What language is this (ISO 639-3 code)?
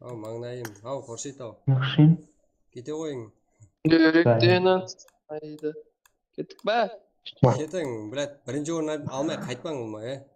kaa